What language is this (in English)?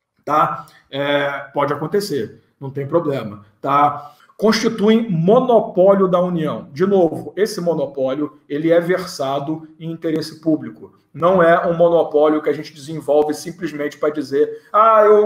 Portuguese